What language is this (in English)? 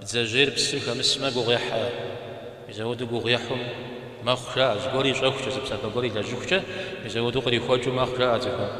Kabardian